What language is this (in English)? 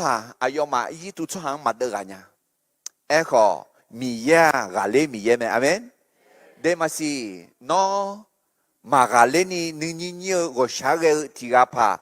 Akha